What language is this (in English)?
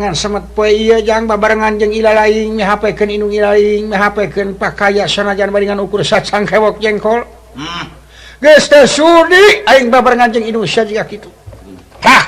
Sundanese